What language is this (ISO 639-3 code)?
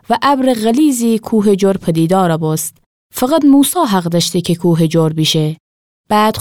glk